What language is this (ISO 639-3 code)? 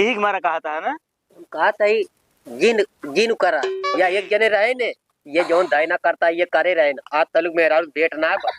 awa